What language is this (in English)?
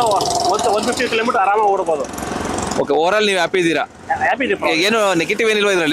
Kannada